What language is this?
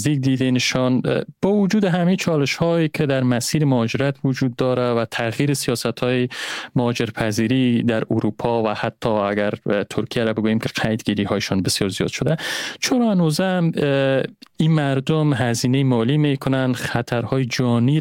Persian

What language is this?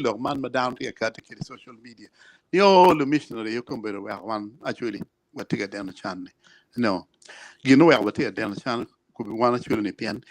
Acoli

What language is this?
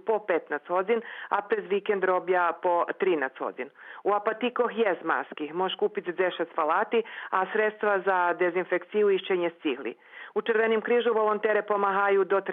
Rusyn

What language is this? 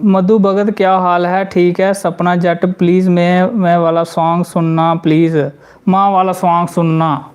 Dogri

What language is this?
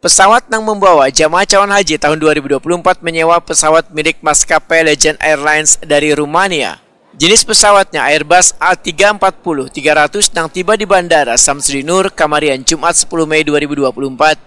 Banjar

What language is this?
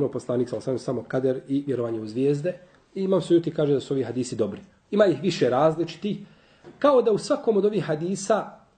Bosnian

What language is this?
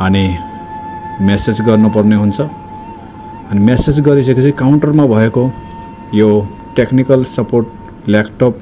Nepali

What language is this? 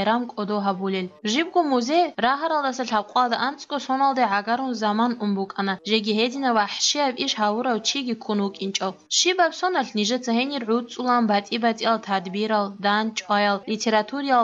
Avaric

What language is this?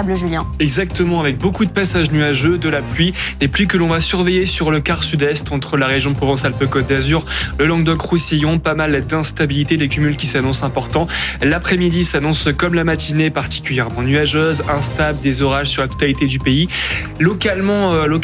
French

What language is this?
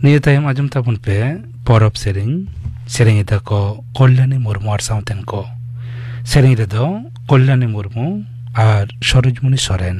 Santali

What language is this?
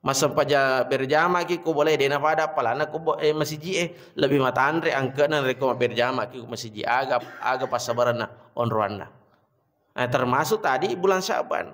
Buginese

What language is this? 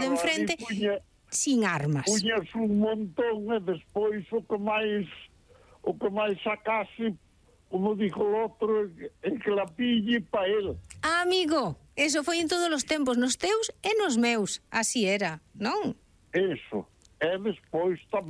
Galician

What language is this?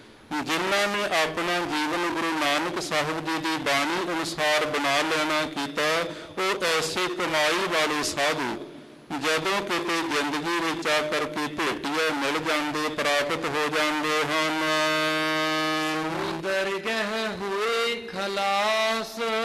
Punjabi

